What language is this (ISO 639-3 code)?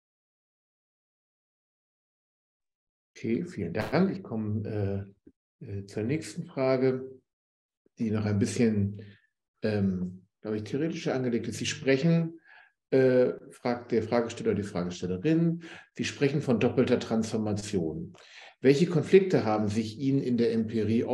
deu